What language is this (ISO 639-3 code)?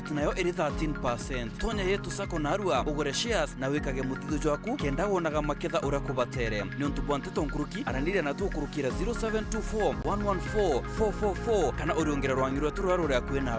mer